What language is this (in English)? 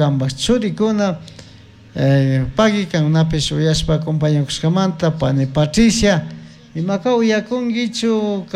Chimborazo Highland Quichua